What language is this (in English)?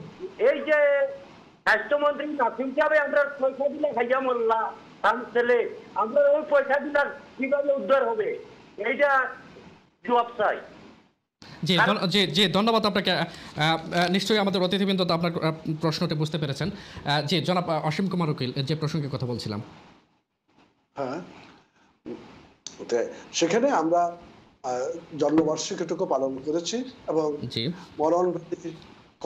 Bangla